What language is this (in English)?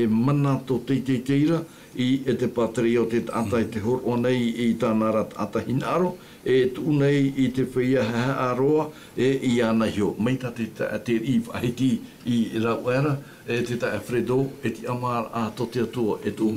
Tahitian